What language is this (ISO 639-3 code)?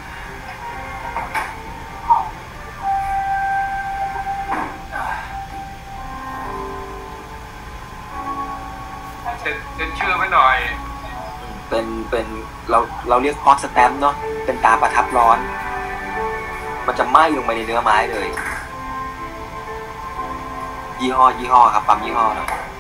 tha